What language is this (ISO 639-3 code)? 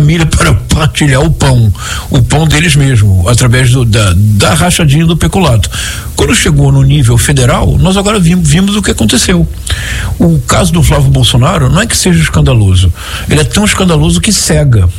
por